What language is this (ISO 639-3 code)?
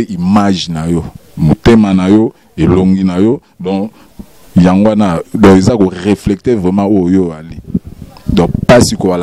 lin